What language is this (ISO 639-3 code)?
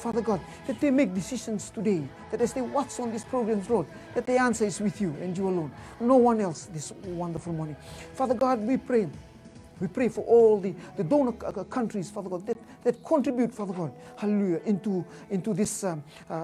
fij